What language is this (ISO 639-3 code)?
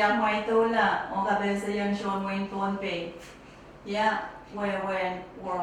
pon